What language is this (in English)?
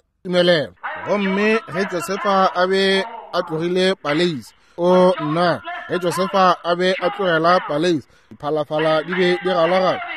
Northern Sotho